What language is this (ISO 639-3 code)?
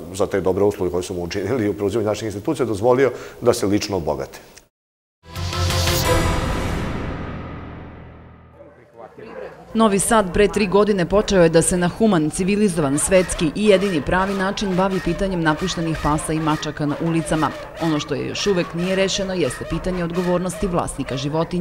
srp